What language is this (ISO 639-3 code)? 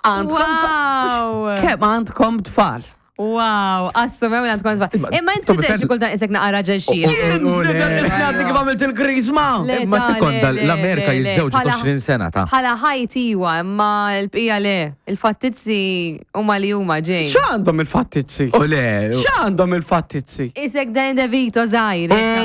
mlt